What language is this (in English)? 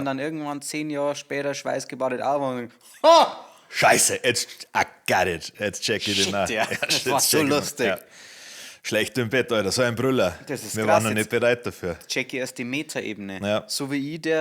Bavarian